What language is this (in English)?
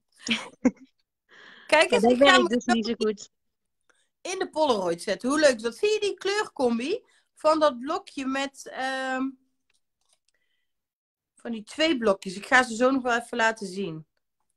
Dutch